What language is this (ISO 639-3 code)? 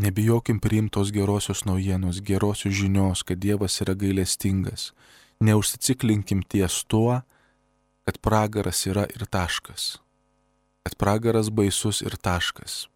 lit